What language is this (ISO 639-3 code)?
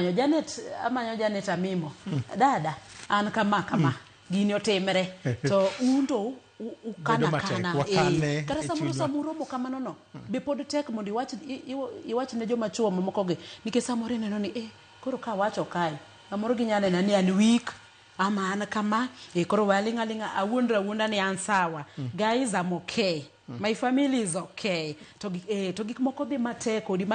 luo